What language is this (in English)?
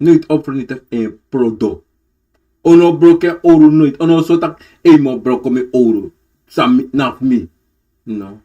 Sranan Tongo